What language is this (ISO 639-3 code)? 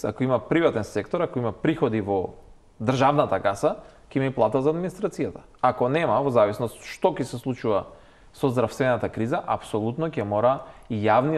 mkd